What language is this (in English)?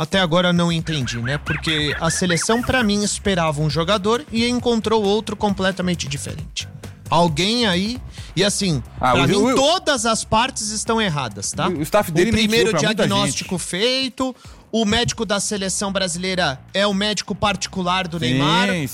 Portuguese